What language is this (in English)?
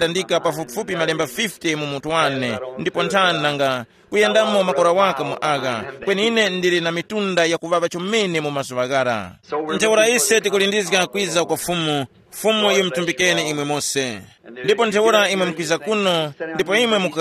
Tumbuka